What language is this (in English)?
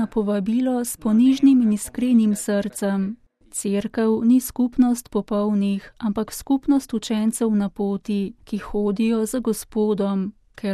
Slovenian